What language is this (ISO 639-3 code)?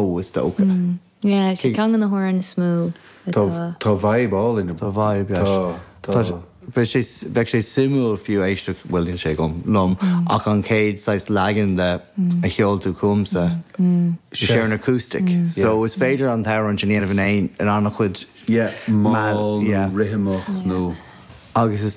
gle